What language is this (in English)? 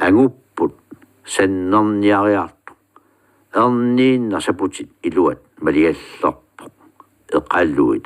Kalaallisut